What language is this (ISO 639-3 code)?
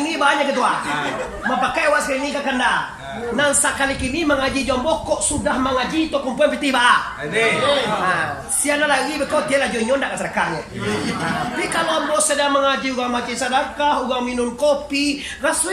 min